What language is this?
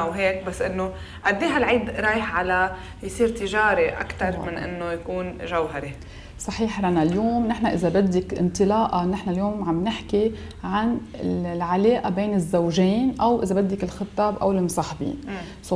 North Levantine Arabic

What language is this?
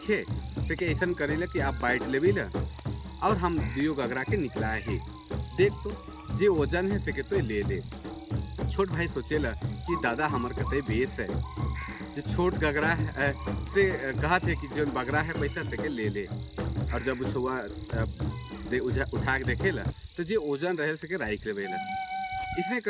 Sadri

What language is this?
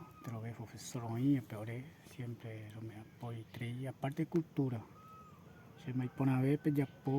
Guarani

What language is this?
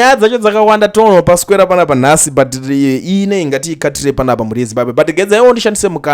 Shona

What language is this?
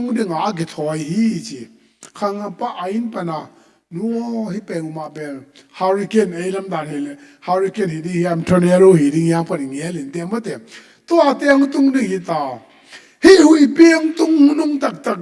Tedim Chin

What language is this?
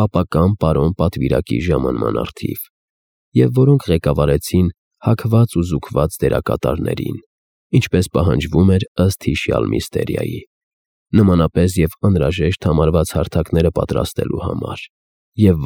Armenian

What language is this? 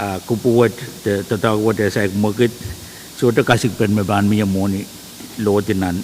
Pohnpeian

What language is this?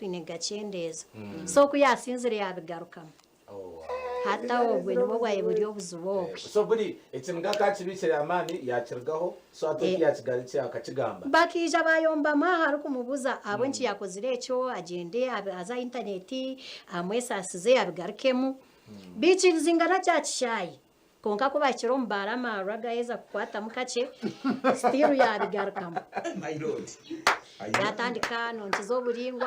Nyankole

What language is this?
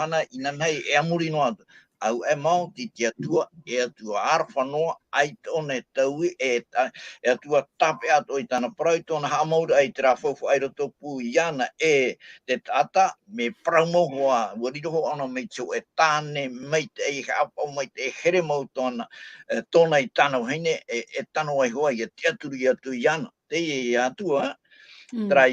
Tahitian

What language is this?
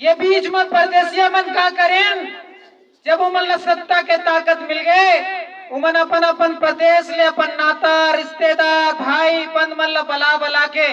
Chhattisgarhi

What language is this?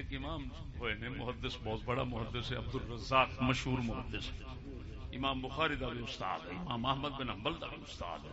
Saraiki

